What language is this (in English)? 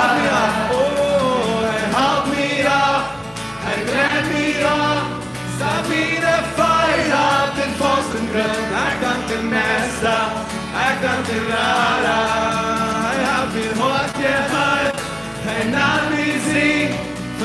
Plautdietsch